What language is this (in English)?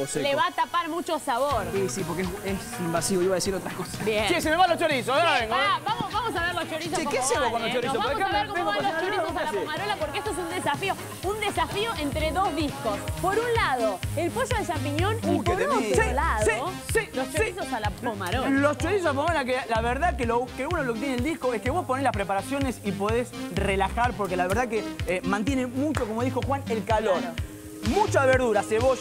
Spanish